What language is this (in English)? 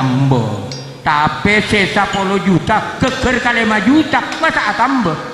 Madurese